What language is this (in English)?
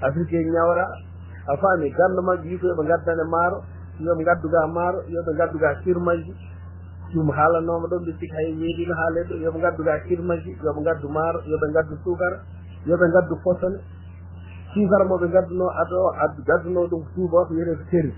Fula